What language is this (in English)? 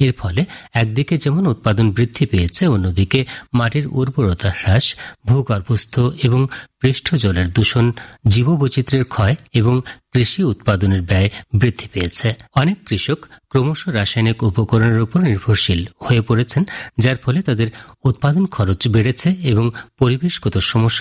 Bangla